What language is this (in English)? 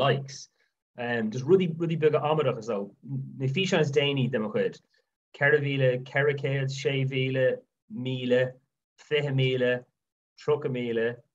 Irish